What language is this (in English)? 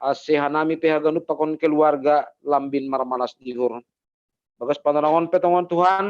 Batak Simalungun